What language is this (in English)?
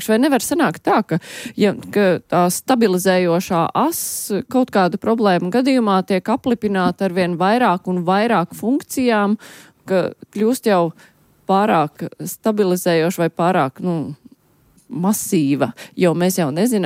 Latvian